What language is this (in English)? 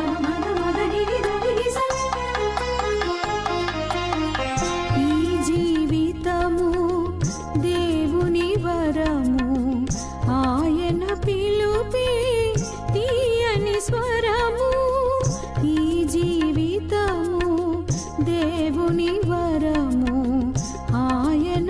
Telugu